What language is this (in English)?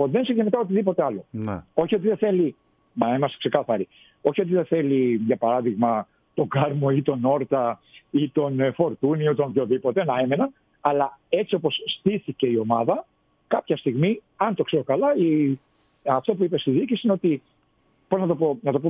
Greek